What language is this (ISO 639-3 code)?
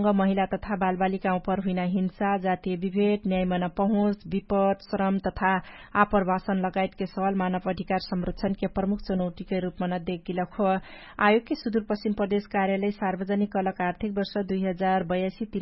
thl